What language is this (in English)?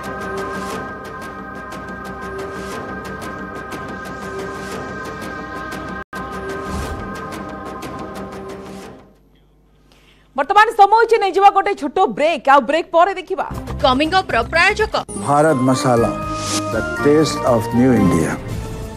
Odia